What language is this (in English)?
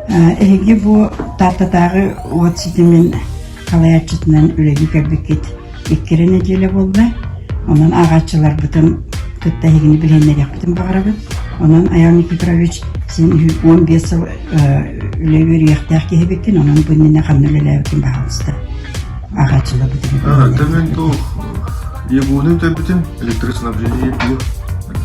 Yakut